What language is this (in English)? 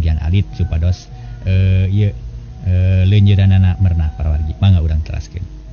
Sundanese